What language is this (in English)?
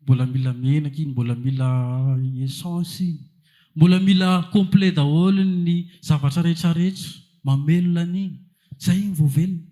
Malagasy